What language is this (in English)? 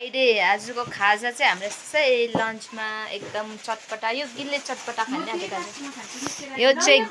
Nepali